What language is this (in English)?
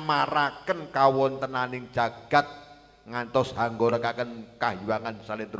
Javanese